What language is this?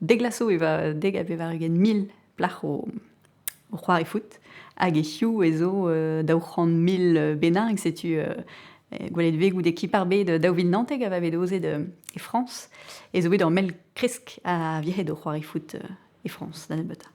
Breton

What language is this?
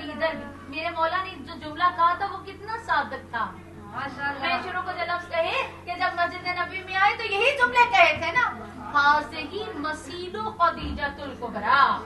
Urdu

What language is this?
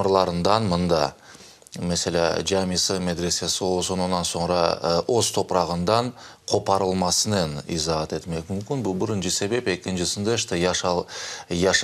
Crimean Tatar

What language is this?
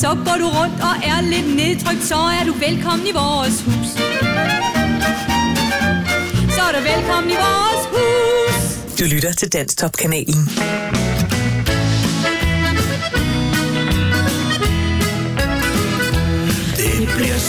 Danish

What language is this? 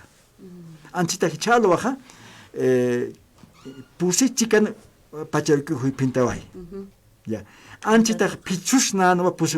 Aymara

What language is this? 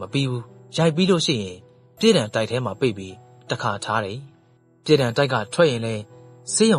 Burmese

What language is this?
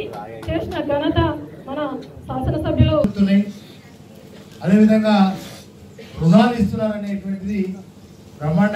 Telugu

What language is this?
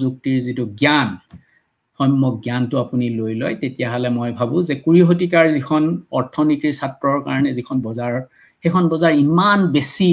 Assamese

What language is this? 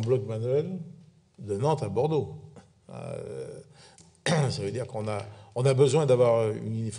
French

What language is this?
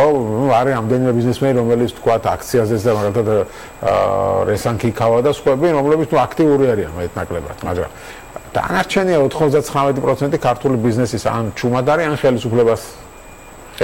Georgian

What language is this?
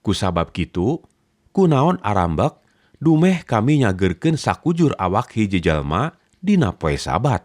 Sundanese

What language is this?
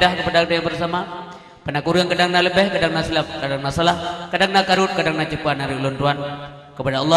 Achinese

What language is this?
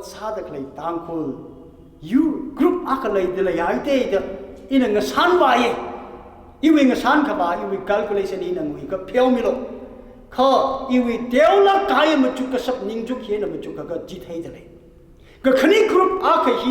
Tangkhul Naga (India)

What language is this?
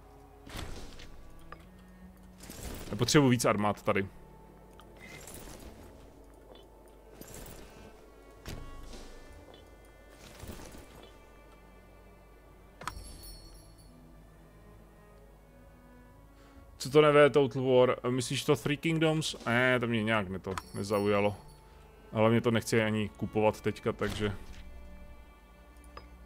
Czech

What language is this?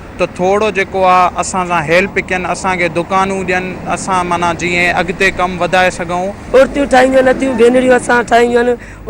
Sindhi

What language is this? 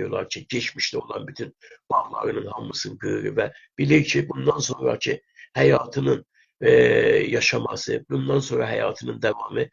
South Azerbaijani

